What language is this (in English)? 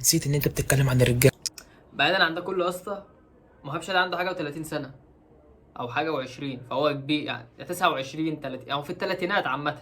Egyptian Arabic